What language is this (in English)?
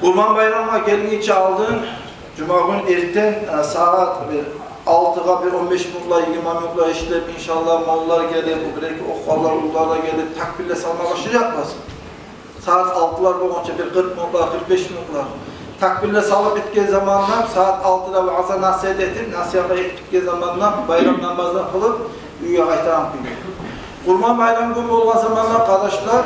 Kumyk